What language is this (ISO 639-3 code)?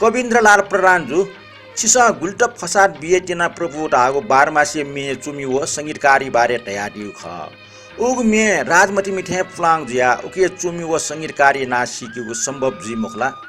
new